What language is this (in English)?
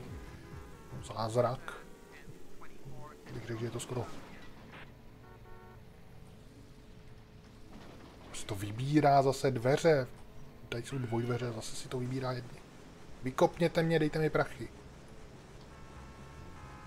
Czech